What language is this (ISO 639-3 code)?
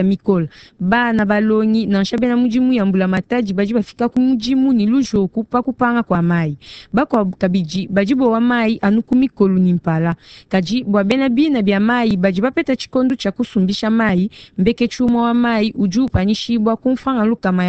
lua